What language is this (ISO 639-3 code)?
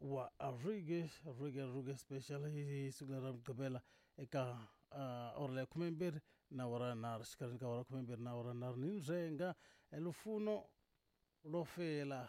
tso